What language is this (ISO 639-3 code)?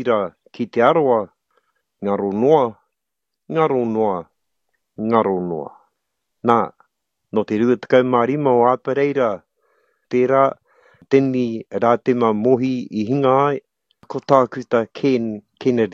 mri